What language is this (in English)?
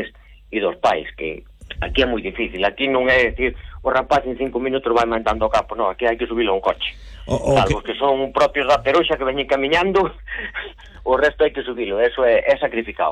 Galician